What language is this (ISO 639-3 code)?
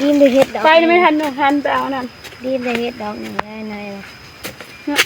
tts